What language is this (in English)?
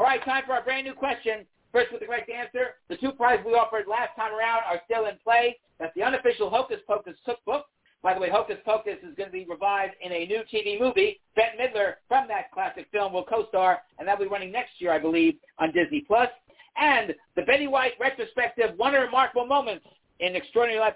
English